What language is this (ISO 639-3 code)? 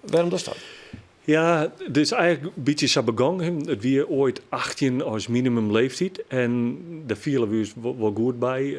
fry